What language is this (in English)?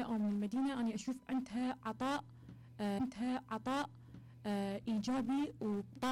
Mesopotamian Arabic